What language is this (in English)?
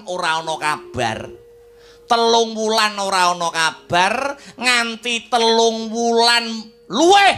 Javanese